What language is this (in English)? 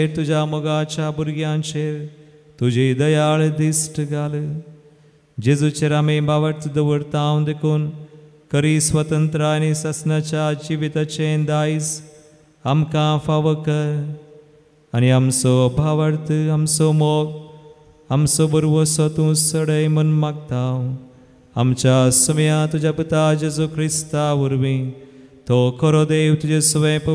Konkani